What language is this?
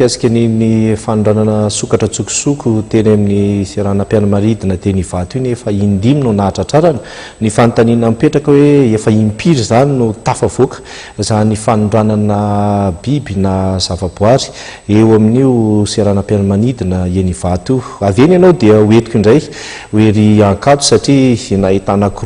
Malagasy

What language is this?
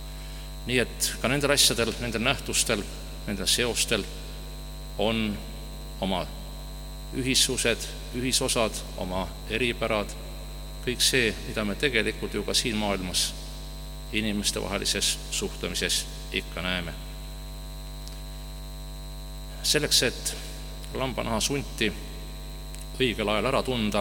Estonian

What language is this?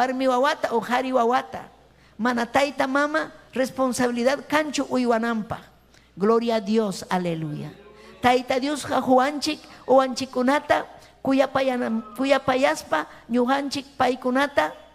Ayacucho Quechua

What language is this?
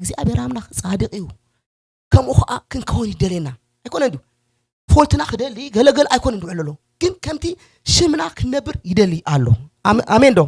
Tigrinya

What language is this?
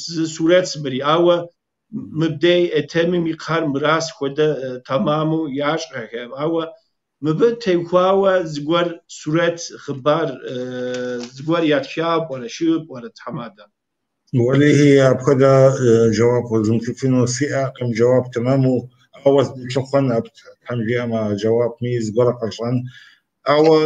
Kabardian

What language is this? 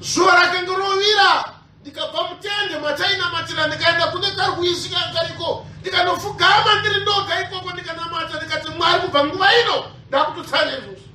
Shona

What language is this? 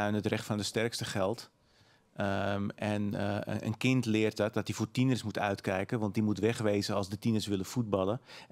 Dutch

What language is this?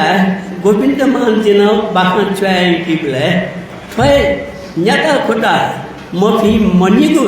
Newari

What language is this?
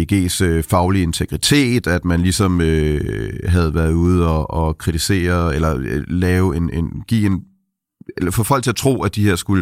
Danish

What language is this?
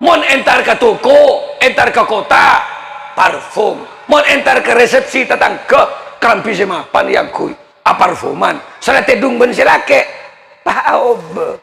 Madurese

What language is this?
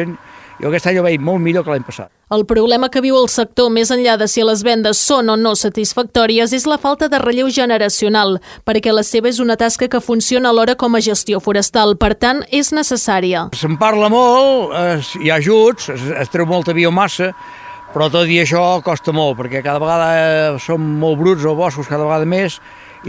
Catalan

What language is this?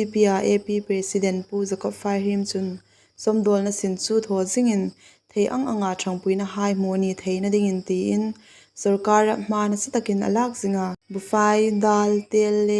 Hmar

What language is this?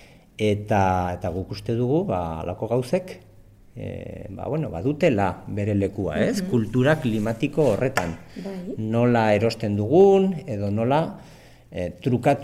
Basque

